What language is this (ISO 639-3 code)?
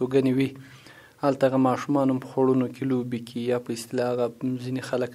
pus